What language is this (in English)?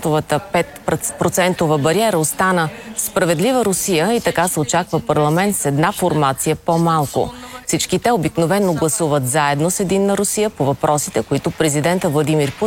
Bulgarian